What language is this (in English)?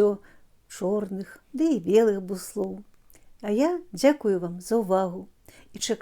Belarusian